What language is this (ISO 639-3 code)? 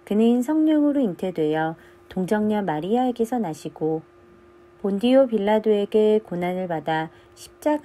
kor